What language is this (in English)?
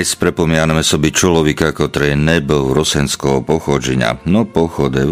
Rusyn